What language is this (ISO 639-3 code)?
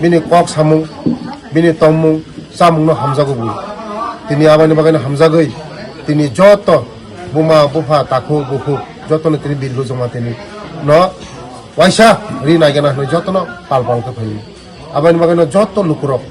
trp